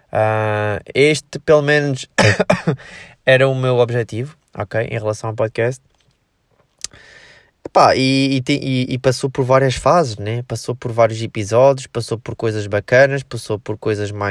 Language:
Portuguese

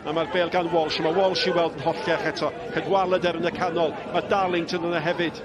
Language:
Welsh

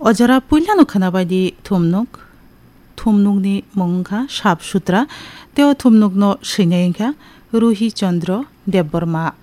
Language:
Kok Borok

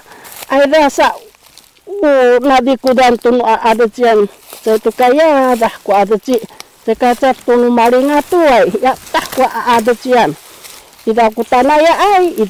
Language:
Sakizaya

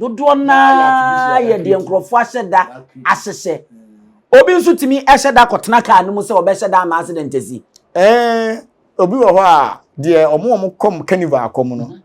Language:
Akan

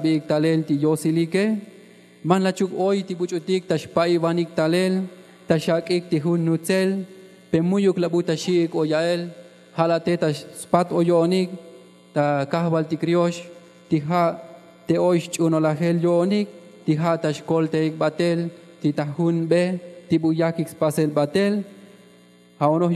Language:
Tzotzil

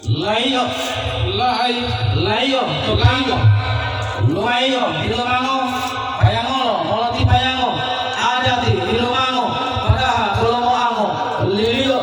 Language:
Gorontalo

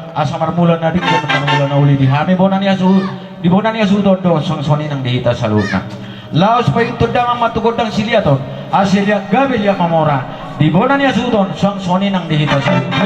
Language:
Batak Toba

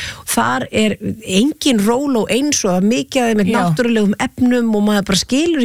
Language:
Icelandic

